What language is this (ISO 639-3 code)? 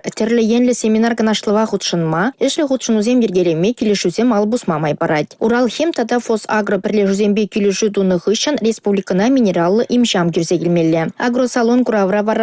chv